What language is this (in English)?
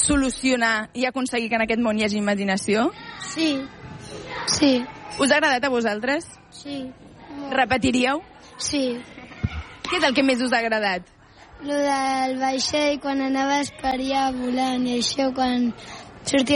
Catalan